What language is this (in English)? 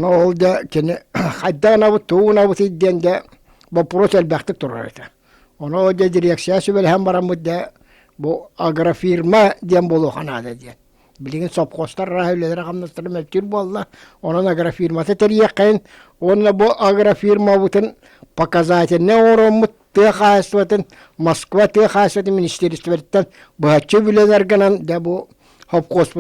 Yakut